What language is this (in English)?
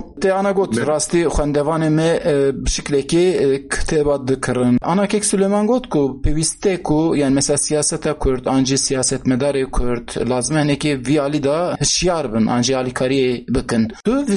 Kurdish